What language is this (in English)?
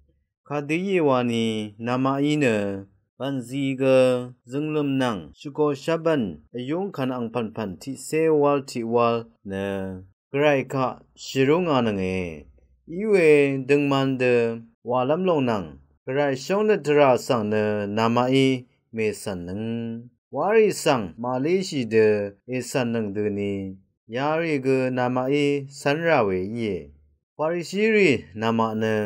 Rawang